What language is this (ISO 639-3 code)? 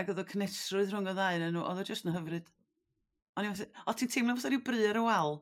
cym